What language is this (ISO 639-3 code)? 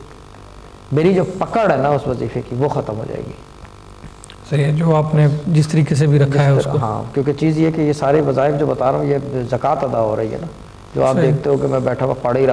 urd